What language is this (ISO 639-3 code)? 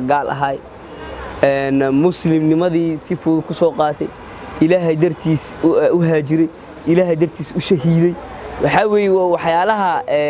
som